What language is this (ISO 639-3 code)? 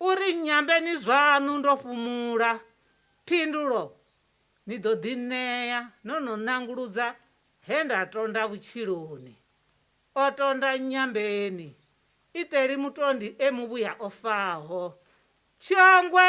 ven